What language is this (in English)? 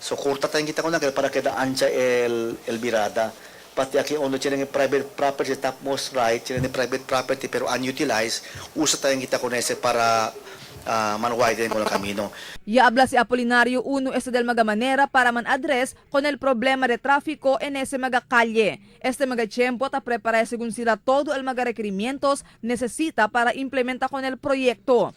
Chavacano